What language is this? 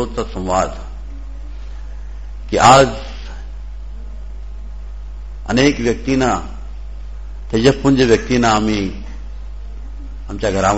Marathi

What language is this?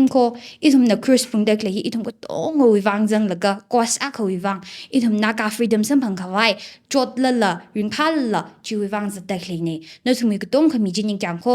Tangkhul Naga (India)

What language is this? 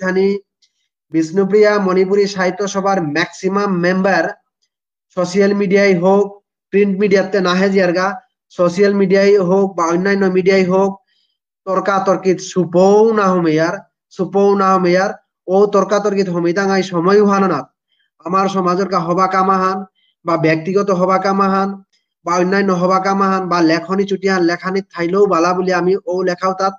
Bishnupriya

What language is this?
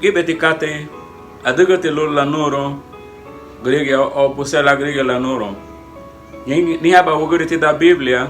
Garifuna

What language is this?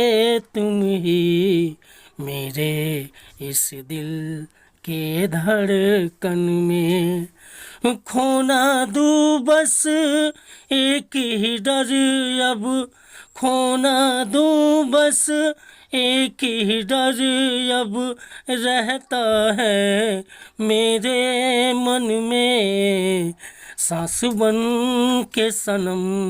Bhojpuri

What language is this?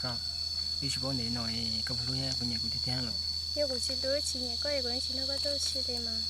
Hmong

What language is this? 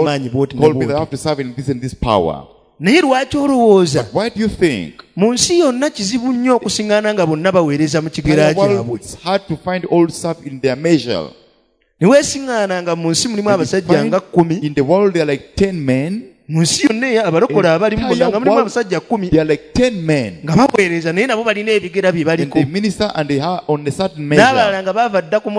Ganda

